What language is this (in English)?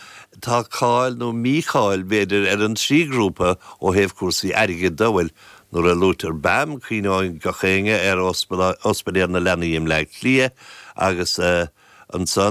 Irish